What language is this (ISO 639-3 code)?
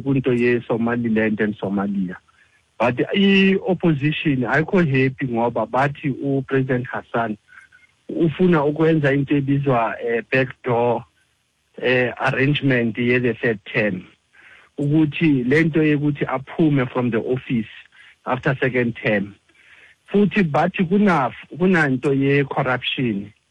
xho